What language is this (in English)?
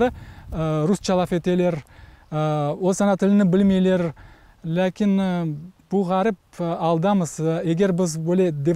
Crimean Tatar